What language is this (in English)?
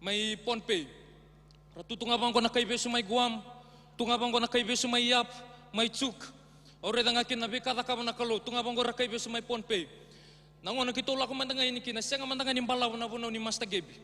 Fijian